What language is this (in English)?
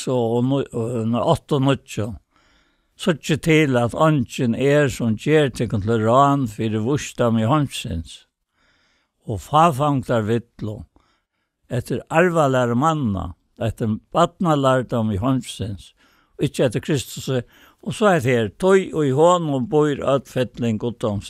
Faroese